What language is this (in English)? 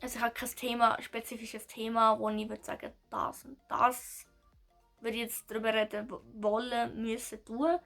Swiss German